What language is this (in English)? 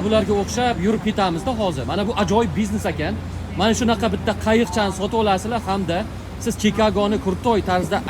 Uzbek